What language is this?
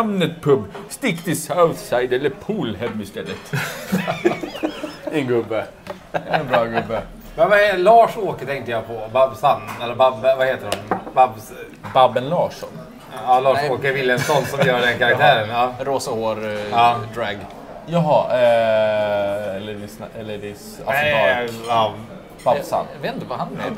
Swedish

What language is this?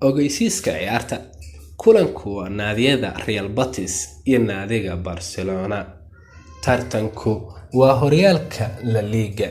Somali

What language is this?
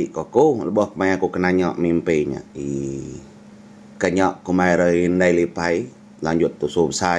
Iban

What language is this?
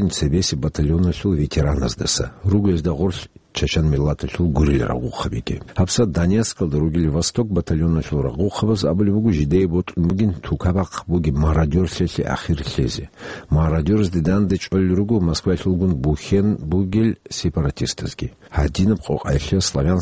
Avaric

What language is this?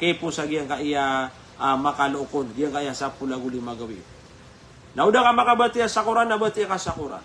Maranao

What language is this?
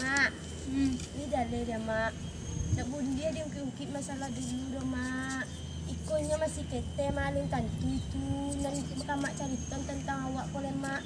Minangkabau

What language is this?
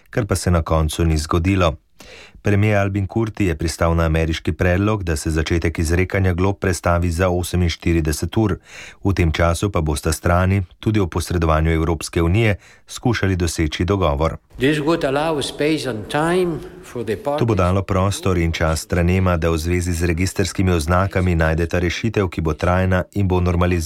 Slovenian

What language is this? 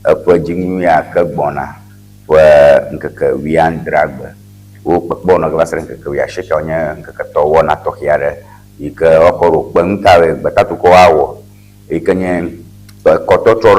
Ewe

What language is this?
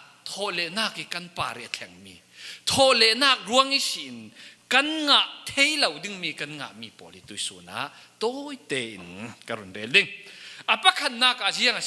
Falam Chin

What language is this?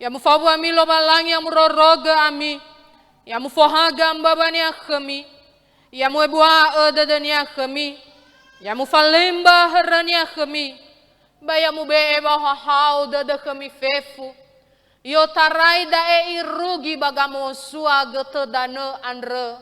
Nias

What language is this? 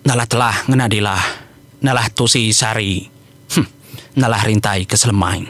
Iban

